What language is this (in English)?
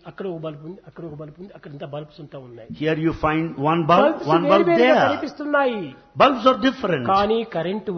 Telugu